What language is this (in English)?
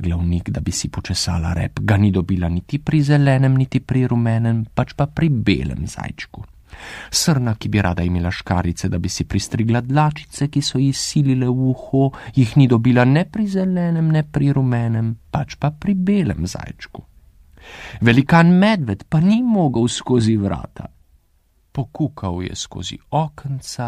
Slovenian